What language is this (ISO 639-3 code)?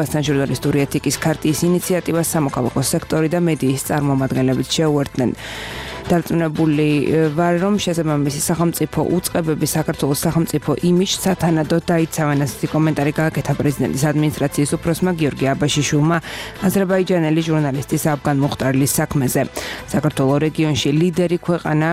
kat